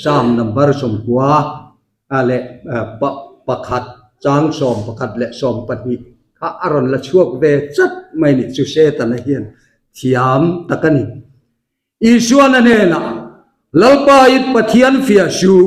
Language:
Mizo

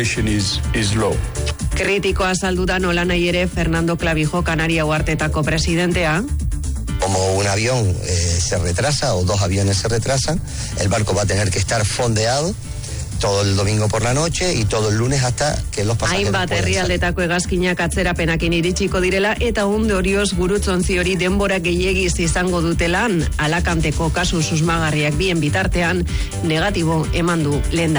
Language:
Basque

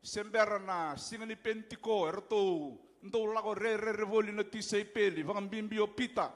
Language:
Fijian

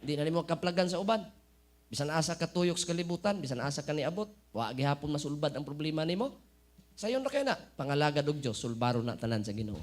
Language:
Cebuano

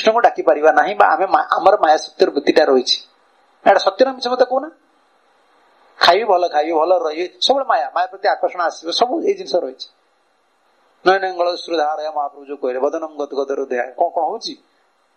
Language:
Odia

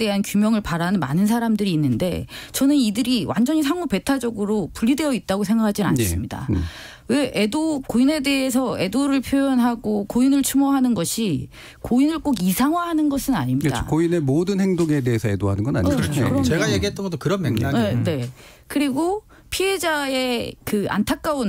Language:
Korean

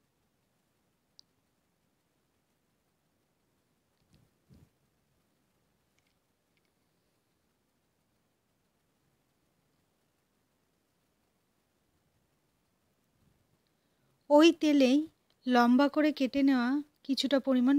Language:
Bangla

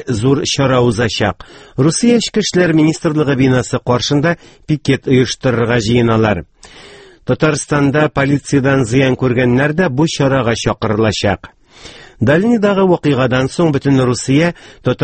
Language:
Tatar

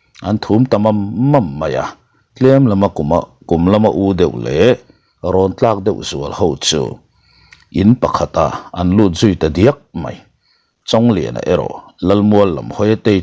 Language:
Mizo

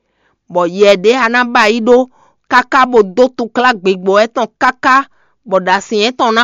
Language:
Fon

